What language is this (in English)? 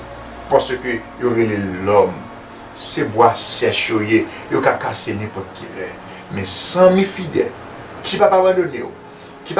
Haitian Creole